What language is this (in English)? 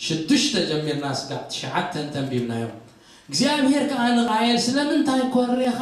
Tigrinya